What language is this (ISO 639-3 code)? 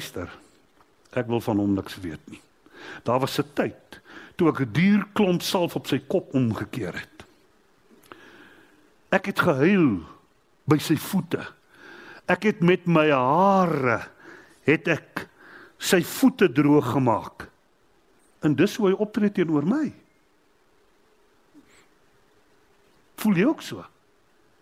afr